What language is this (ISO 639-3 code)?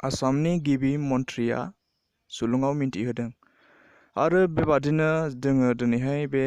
brx